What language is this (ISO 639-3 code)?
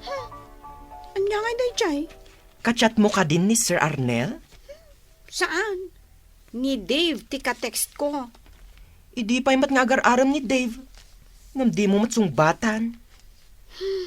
ilo